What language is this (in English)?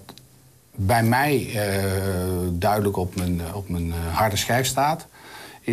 Dutch